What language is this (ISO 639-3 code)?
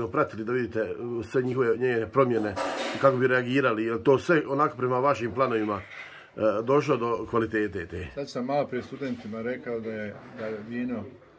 hrv